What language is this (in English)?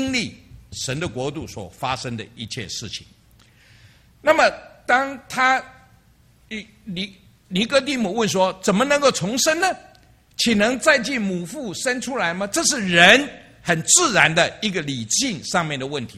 Chinese